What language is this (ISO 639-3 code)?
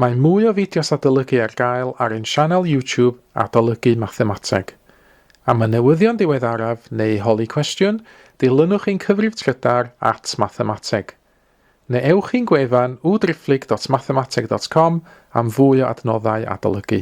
cym